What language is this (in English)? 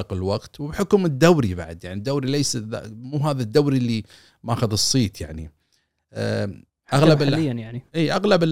Gulf Arabic